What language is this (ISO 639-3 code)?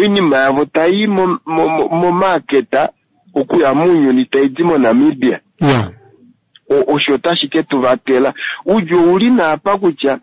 kua